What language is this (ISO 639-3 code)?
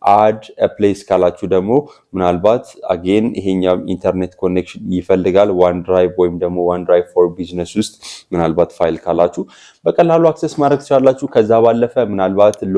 amh